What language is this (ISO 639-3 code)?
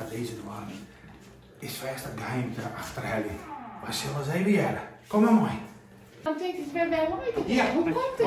fry